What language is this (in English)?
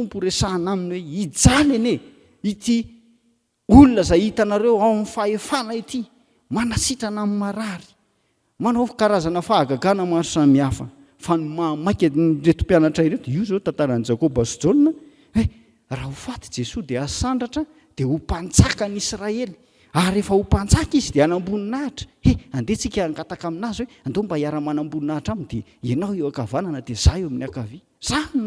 Malagasy